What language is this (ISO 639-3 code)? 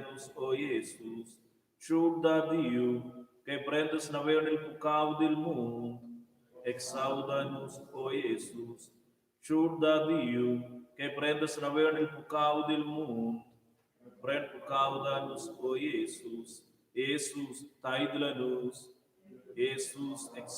roh